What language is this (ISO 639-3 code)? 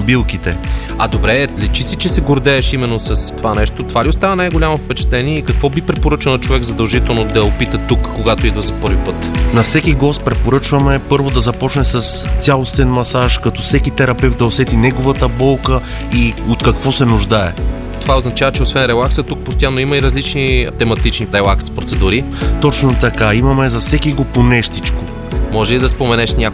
bul